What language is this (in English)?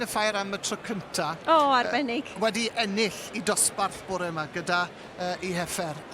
Welsh